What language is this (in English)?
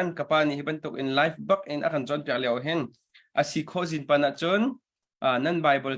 Hakha Chin